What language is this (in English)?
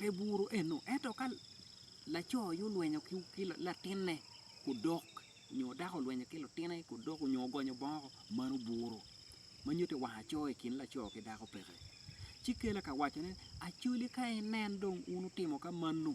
Acoli